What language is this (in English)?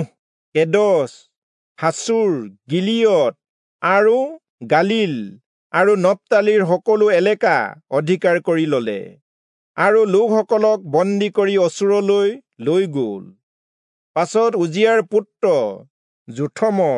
Assamese